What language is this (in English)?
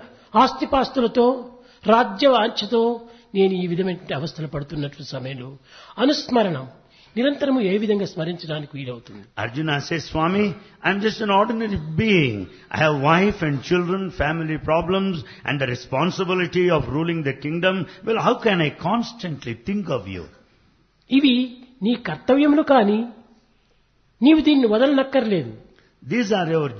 Telugu